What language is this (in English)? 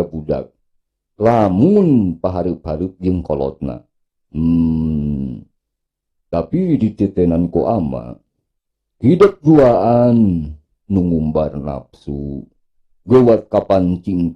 Sundanese